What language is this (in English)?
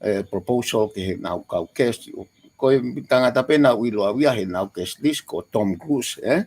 Tongan